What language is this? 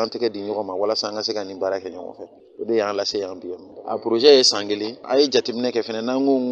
Bambara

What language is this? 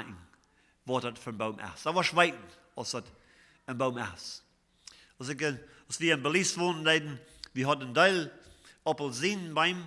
Plautdietsch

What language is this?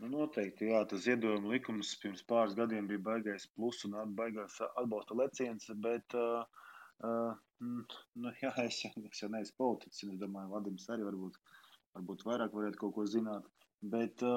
Latvian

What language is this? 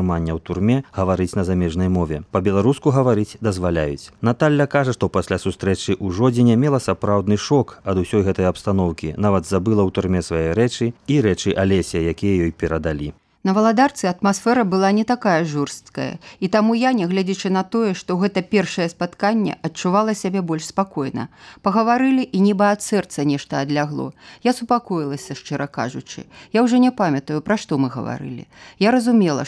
Belarusian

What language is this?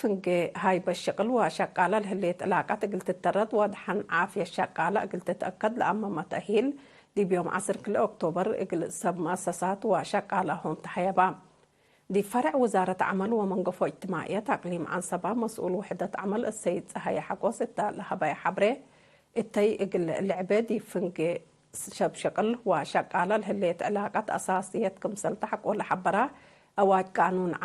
Tigre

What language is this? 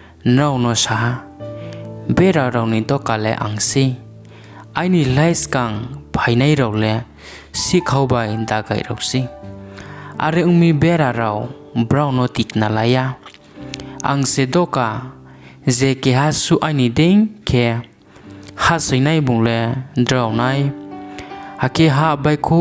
Riang (India)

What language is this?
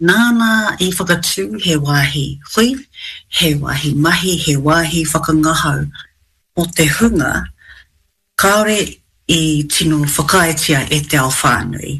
Māori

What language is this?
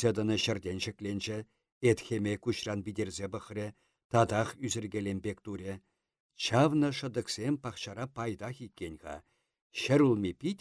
Chuvash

